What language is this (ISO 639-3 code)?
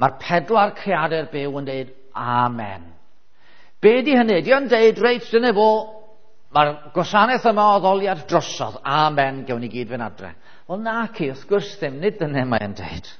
cym